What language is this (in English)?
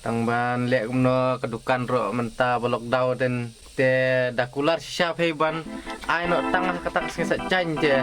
Khasi